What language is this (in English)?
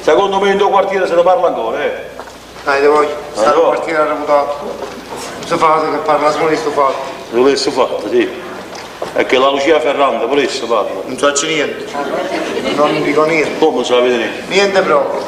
Neapolitan